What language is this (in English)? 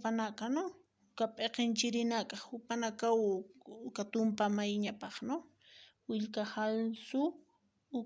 Aymara